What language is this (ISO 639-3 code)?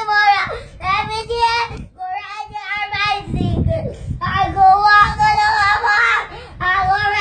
jam